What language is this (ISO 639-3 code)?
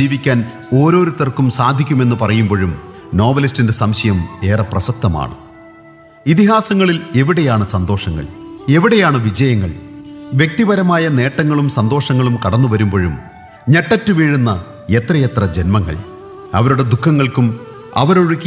mal